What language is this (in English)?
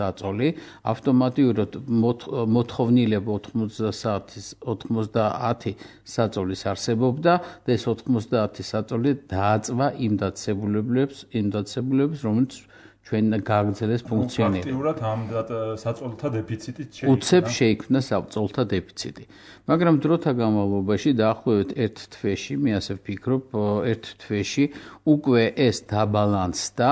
Georgian